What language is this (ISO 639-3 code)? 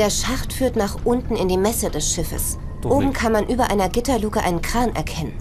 bar